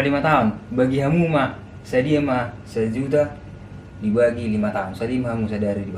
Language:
Batak Toba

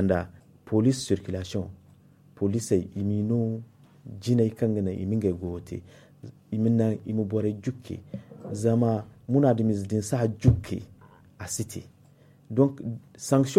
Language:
Zarma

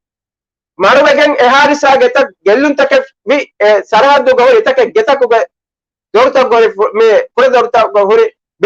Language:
Divehi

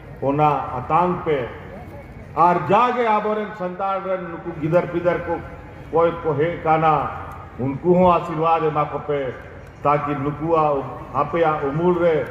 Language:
Santali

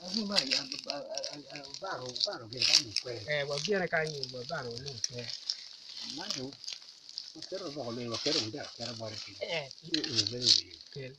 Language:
Acoli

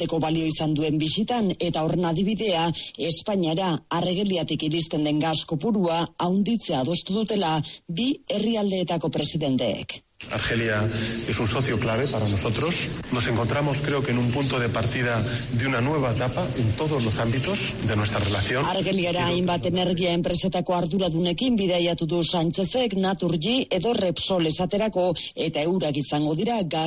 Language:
Basque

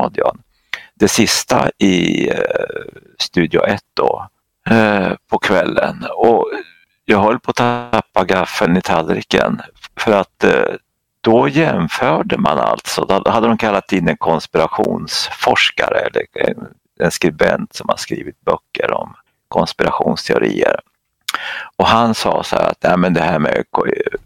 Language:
Swedish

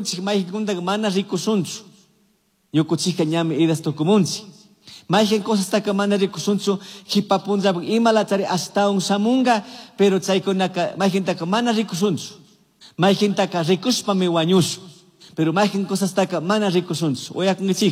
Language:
Chimborazo Highland Quichua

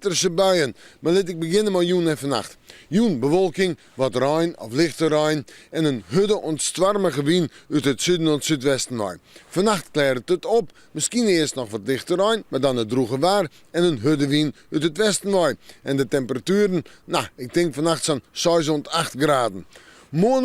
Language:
Western Frisian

